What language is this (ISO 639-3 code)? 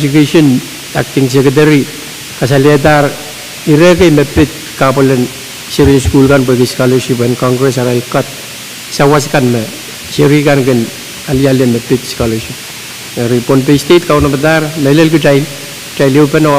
pon